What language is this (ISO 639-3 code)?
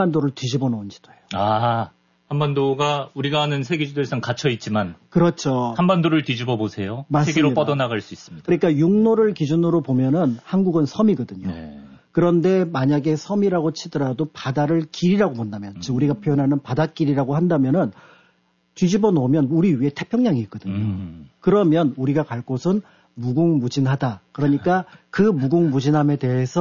kor